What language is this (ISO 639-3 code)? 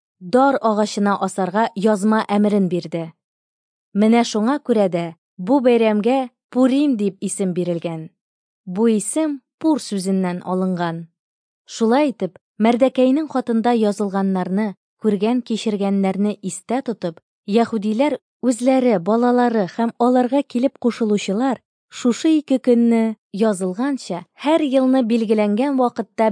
tat